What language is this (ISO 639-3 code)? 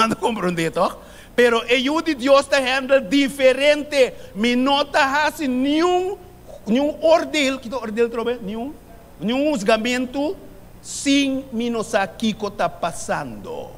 pap